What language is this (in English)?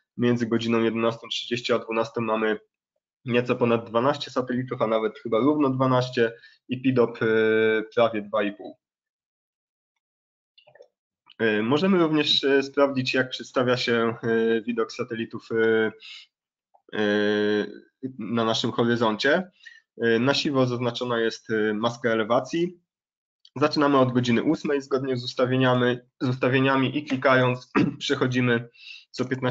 Polish